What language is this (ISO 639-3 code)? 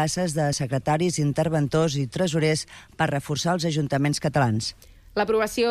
cat